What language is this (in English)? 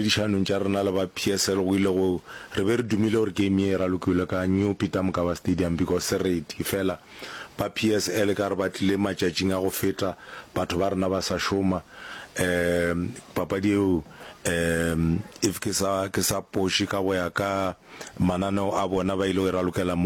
Northern Sotho